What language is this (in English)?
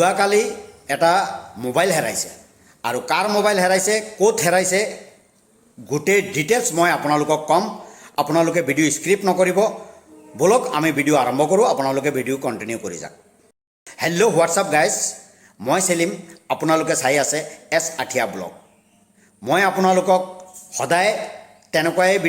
Assamese